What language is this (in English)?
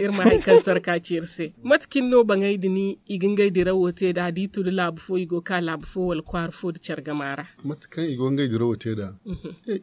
Zarma